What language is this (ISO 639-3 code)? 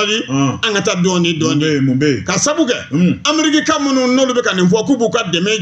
bam